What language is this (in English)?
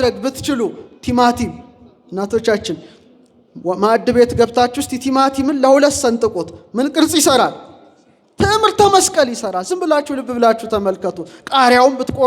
Amharic